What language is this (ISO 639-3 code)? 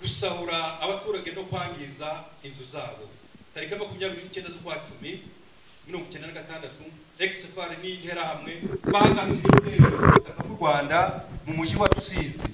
kin